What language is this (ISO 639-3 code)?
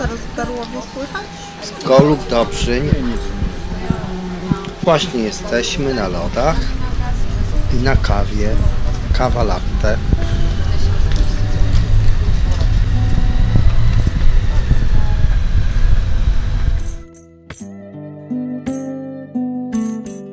pol